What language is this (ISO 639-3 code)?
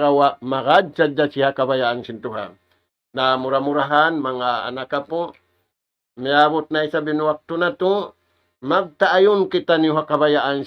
tsg